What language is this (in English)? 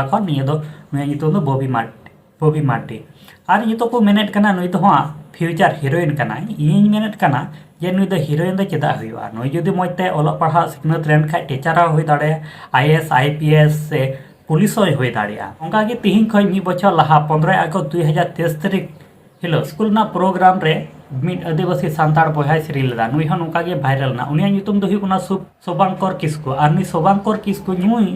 Santali